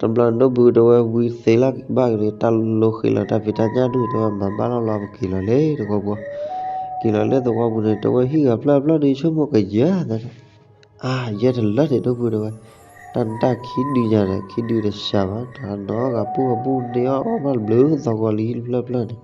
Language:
S'gaw Karen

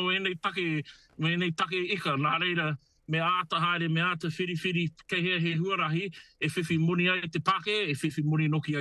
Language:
Māori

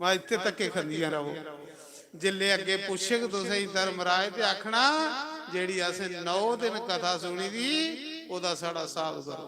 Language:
Dogri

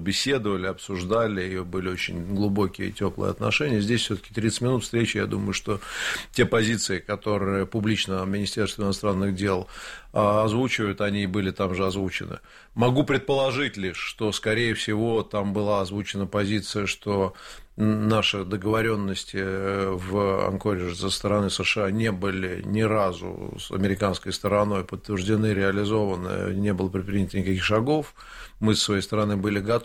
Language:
Russian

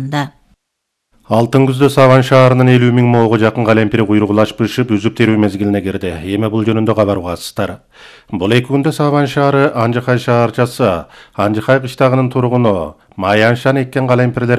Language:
Kyrgyz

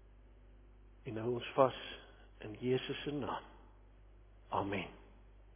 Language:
Afrikaans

